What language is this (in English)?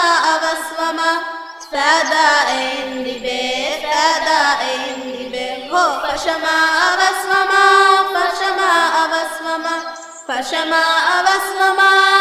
Divehi